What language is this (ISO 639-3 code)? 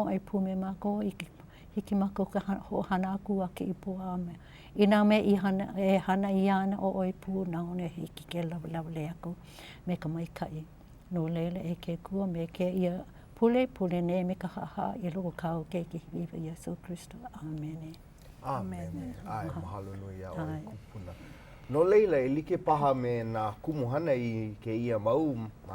haw